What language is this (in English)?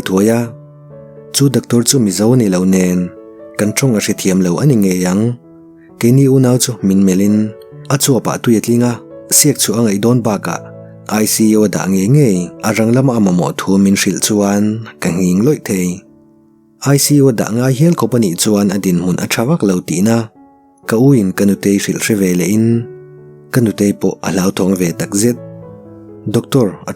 Mizo